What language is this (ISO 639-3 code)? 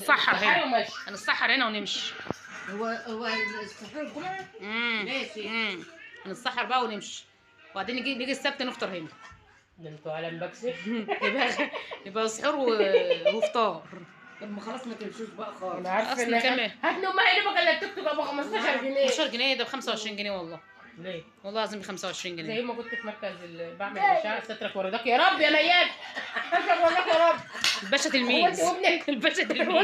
arz